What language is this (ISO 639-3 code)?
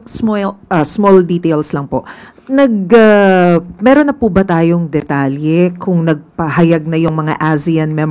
fil